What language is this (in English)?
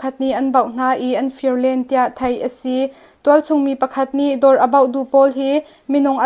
Hakha Chin